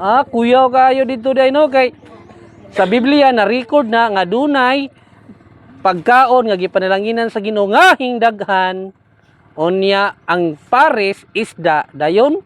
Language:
Cebuano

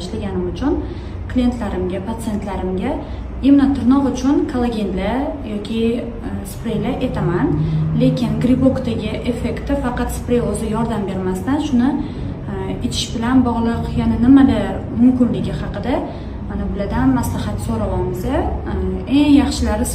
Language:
Uzbek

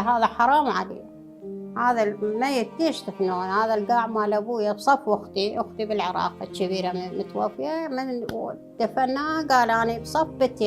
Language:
Mesopotamian Arabic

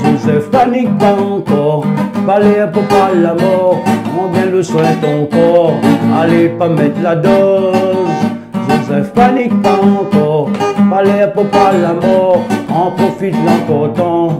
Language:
Réunion Creole French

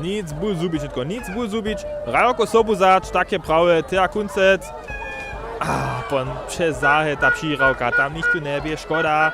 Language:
Upper Sorbian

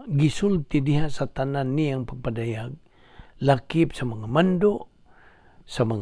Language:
Cebuano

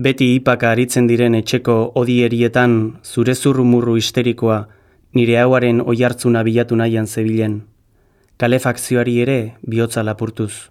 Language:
Basque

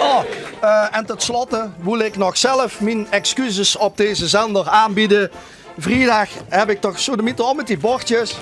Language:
Limburgish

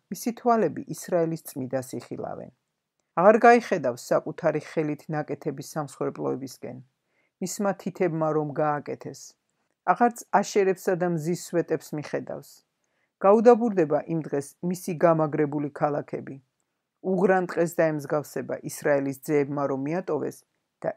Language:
Georgian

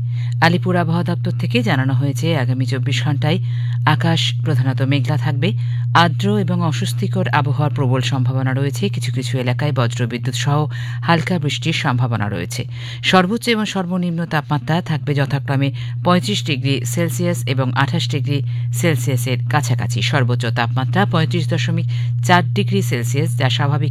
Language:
Bangla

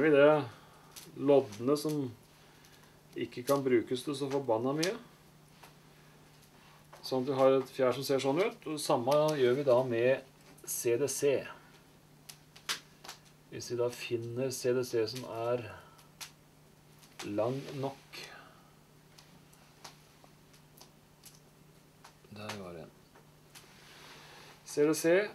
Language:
Norwegian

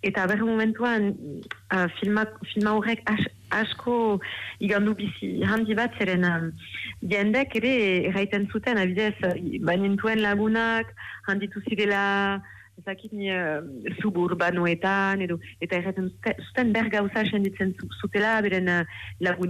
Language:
Basque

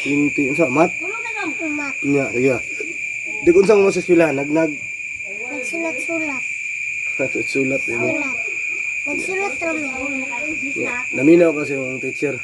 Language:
Cebuano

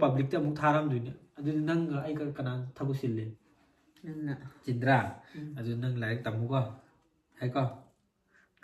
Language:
Manipuri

